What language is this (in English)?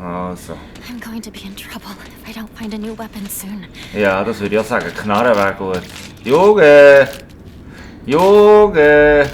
Swiss German